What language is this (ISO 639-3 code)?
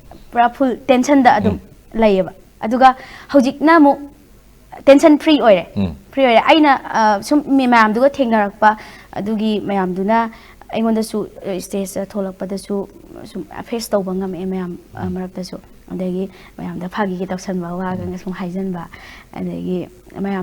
mni